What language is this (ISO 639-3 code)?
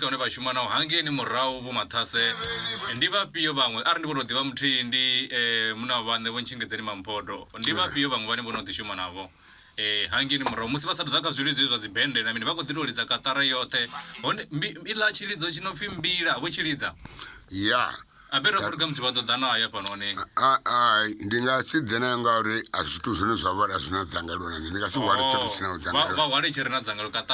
ven